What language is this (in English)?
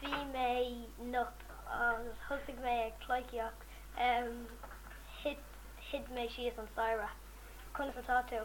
Irish